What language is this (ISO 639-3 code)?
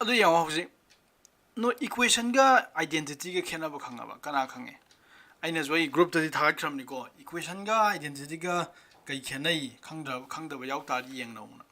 mni